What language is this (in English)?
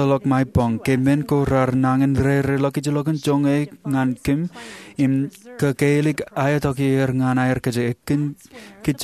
Marshallese